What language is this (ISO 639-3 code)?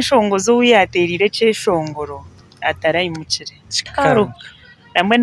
nyn